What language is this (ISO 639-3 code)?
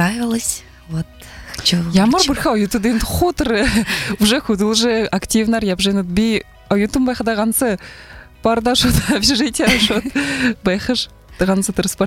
bua